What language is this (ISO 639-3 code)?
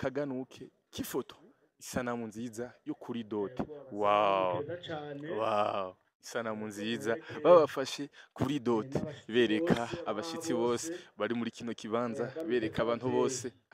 run